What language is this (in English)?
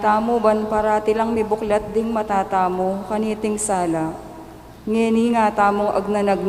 Pampanga